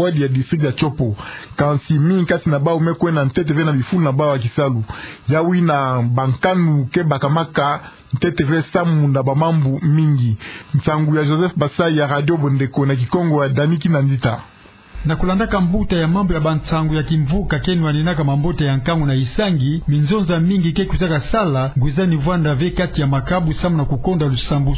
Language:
Kituba (Democratic Republic of Congo)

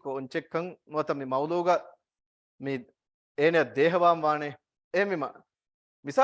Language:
Divehi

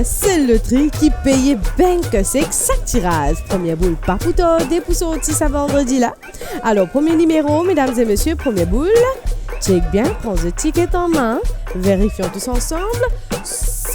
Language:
Morisyen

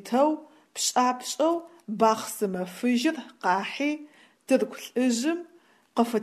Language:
Adyghe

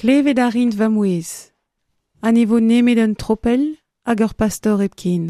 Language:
Breton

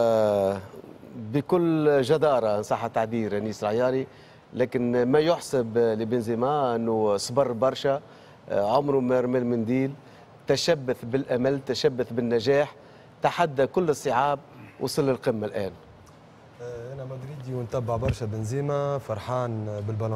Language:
Tunisian Arabic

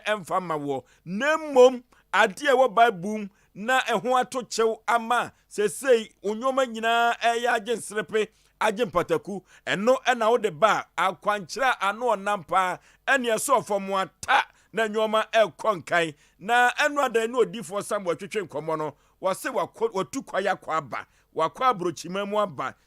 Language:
Akan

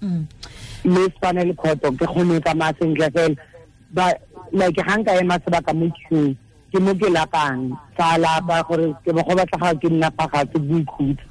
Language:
Tswana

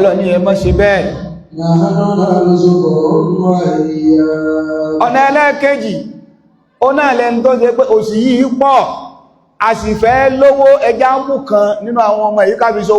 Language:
Yoruba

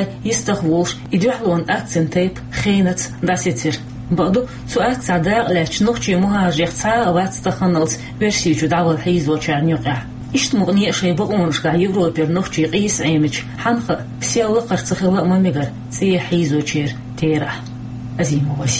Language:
Chechen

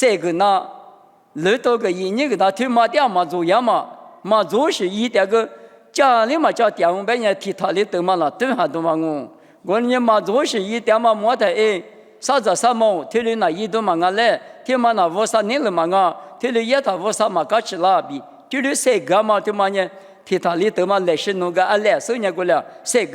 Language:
Lisu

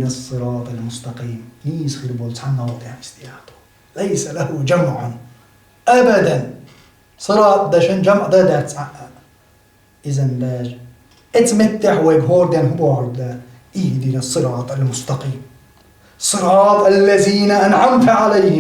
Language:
Chechen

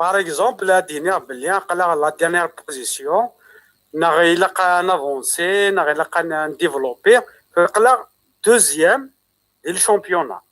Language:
Kabyle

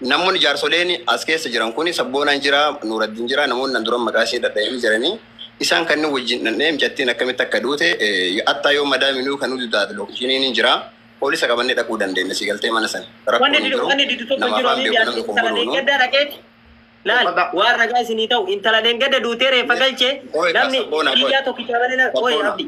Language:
Oromo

